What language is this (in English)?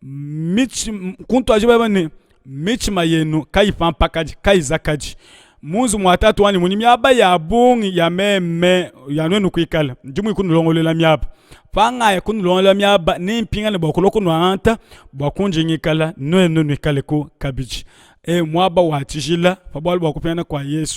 Luba-Lulua